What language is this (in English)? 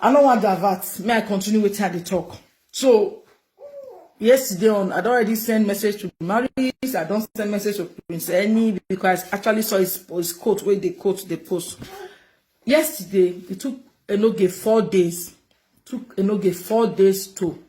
Nigerian Pidgin